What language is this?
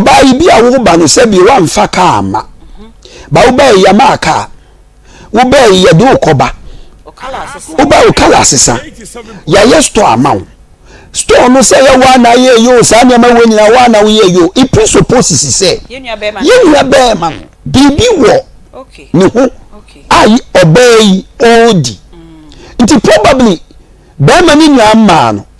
Akan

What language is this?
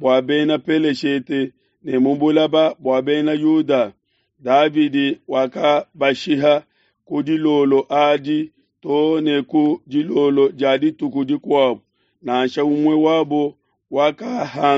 Luba-Lulua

